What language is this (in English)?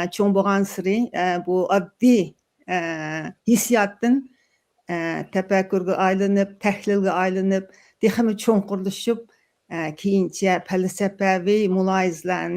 Uyghur